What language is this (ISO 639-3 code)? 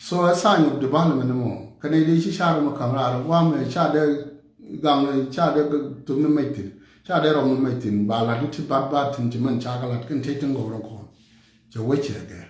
nus